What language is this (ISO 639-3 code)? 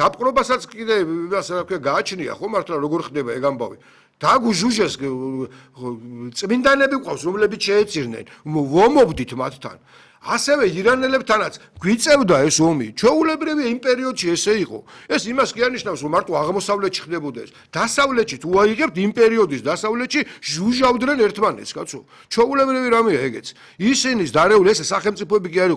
kat